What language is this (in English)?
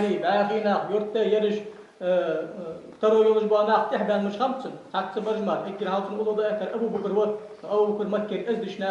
Ingush